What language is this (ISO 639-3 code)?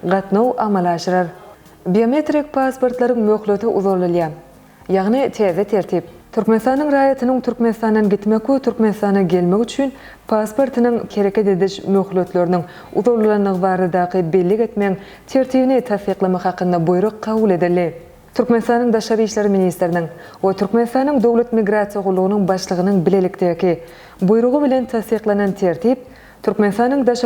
tuk